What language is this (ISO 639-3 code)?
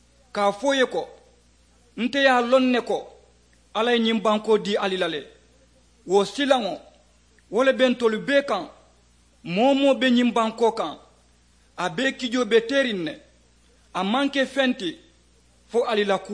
man